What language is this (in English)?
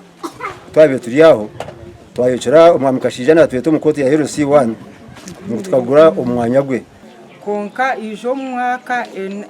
Nyankole